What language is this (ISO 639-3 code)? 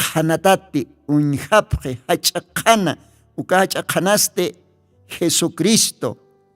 aym